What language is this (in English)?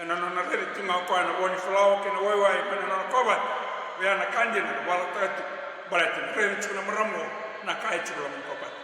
Fijian